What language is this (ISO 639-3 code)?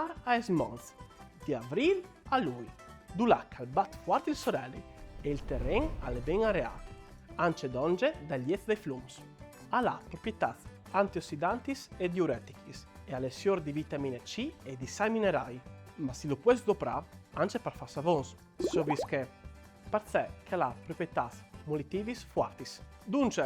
fur